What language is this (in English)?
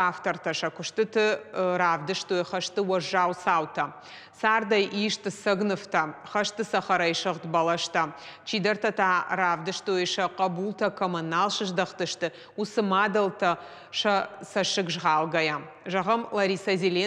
Ossetic